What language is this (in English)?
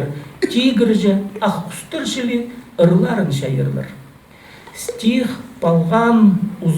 Khakas